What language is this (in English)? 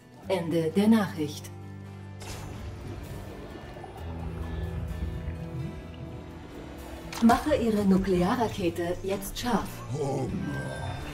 German